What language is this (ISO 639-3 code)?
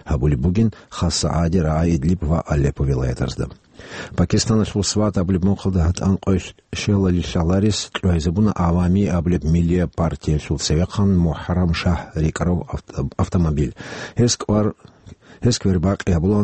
ava